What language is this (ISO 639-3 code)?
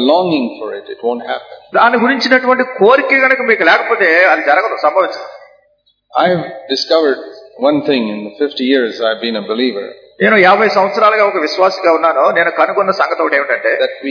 tel